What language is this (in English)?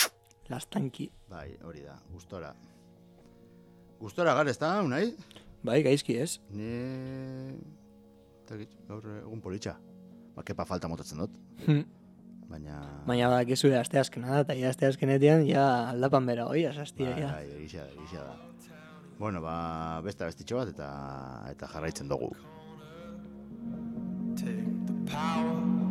Basque